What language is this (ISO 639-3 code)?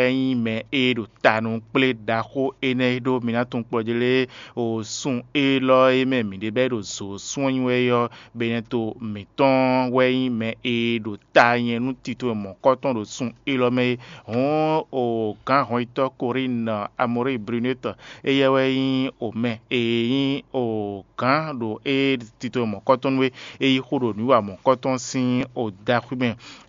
fon